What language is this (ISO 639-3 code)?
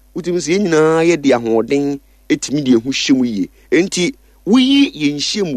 aka